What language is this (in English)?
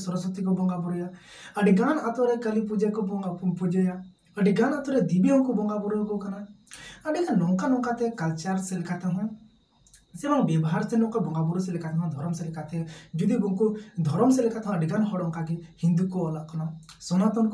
Santali